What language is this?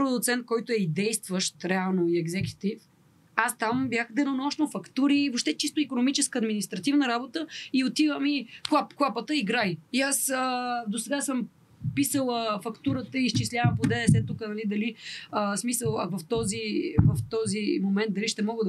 Bulgarian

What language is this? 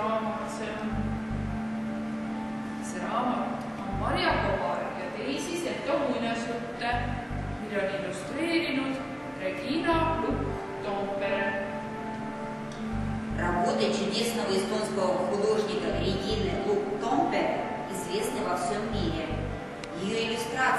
Estonian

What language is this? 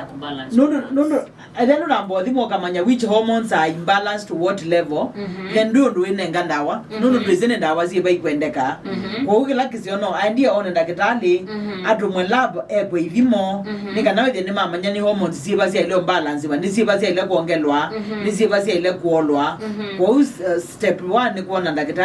Kamba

